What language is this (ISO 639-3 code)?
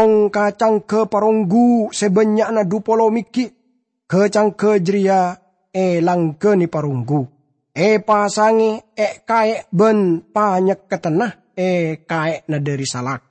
mad